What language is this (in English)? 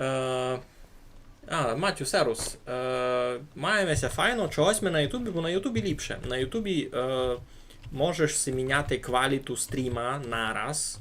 Rusyn